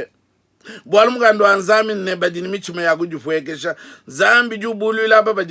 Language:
Luba-Lulua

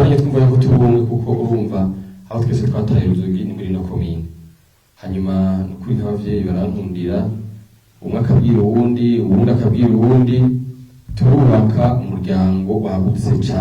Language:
Rundi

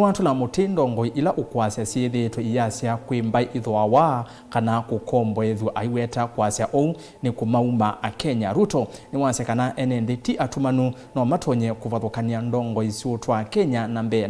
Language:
Kamba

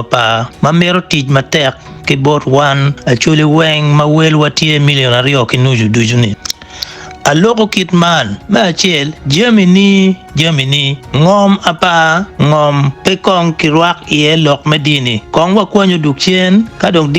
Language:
Acoli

